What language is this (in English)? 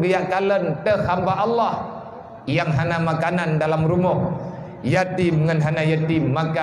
Achinese